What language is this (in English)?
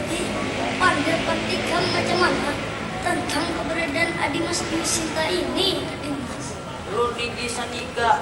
Banjar